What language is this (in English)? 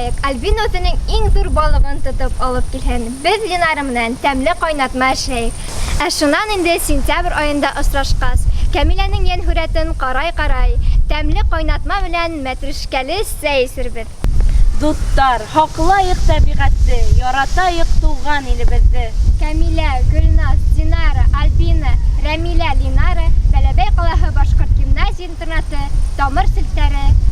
Bashkir